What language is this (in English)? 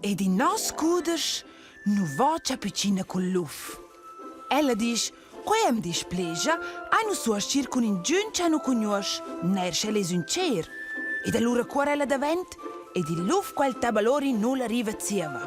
Romansh